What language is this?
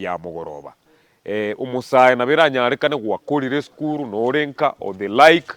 Gusii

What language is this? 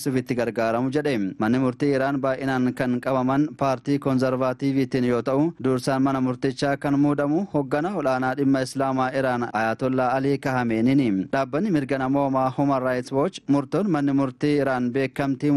Oromo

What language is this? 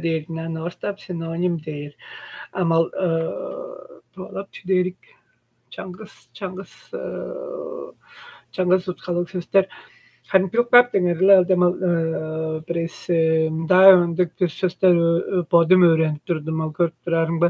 Tuvinian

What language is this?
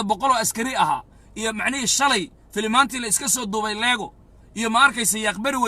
Somali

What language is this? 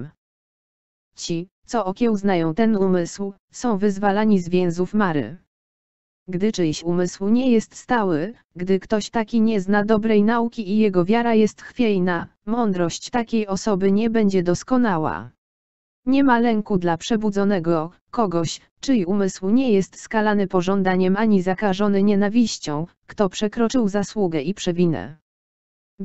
Polish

